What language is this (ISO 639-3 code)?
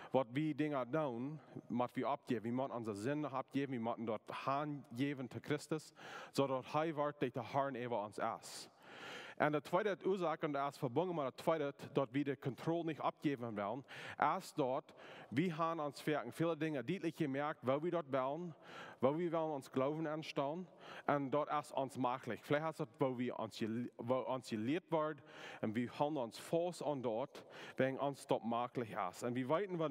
pdt